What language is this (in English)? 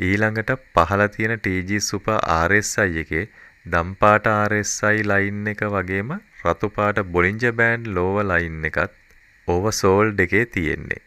Sinhala